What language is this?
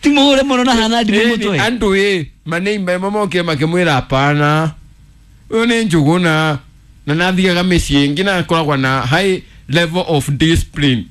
Kikuyu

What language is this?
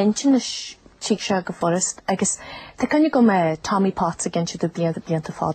Irish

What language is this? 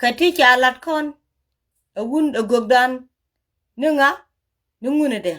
Nuer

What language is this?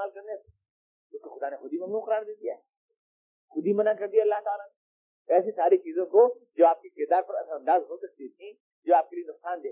Urdu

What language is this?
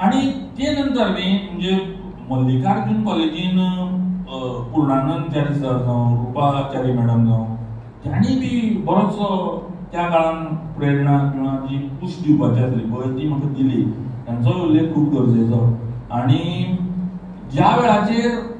Konkani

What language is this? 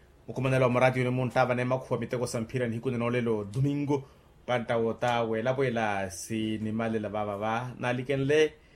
Makhuwa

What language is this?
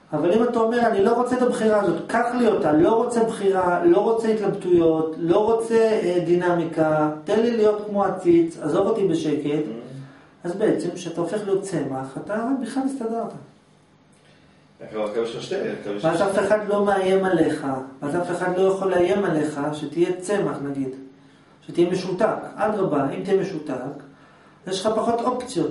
Hebrew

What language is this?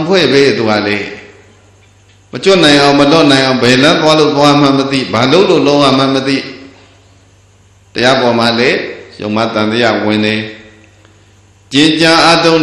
Burmese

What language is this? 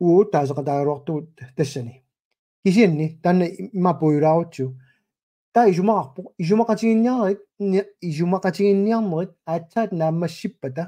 Kalaallisut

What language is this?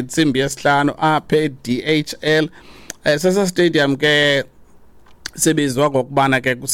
Xhosa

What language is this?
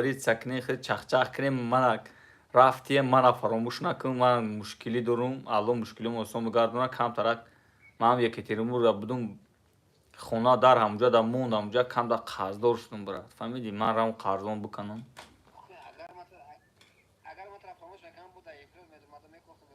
Tajik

